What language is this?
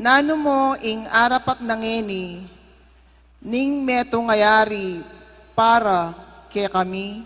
Pampanga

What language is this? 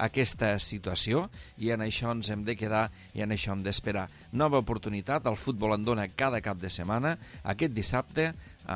Catalan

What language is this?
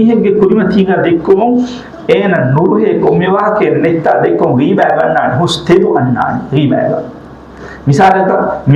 Divehi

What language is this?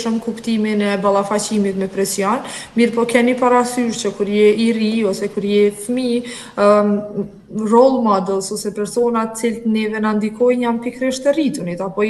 Albanian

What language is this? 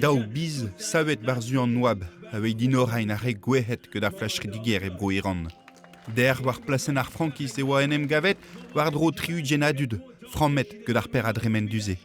Breton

